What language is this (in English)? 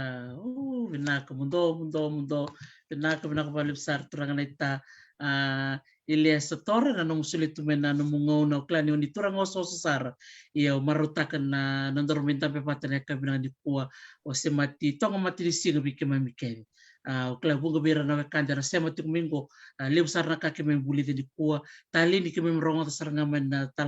Fijian